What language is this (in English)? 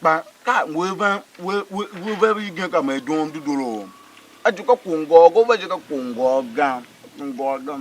Tiv